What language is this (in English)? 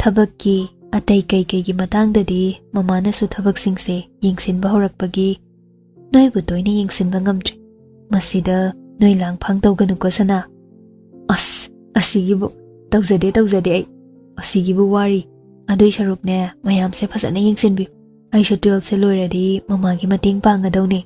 Manipuri